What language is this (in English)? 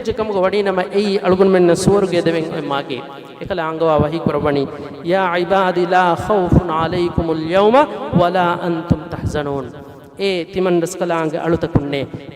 Divehi